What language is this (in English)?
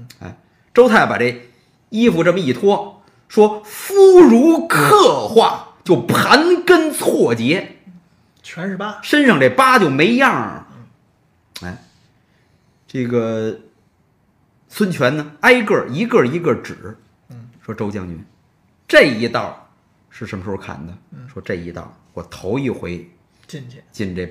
Chinese